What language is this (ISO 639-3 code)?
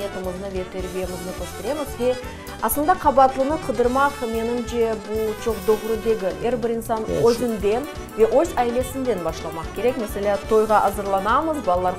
crh